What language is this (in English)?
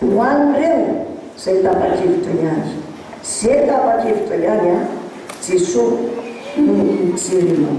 Malagasy